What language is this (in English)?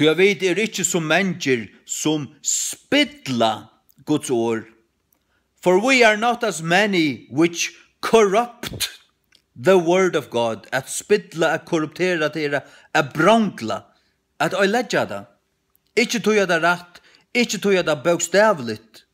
Faroese